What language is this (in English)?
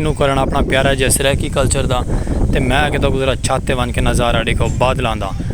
Saraiki